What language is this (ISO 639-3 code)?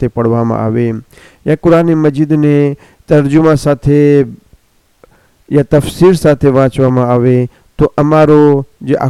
guj